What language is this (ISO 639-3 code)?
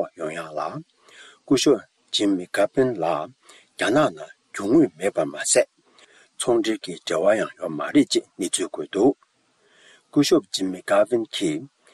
bod